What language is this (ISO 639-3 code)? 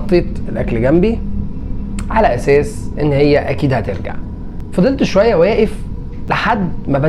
arz